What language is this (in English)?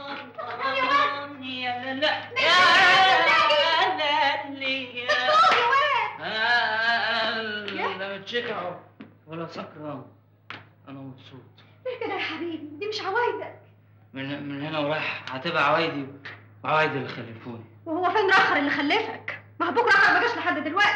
Egyptian Arabic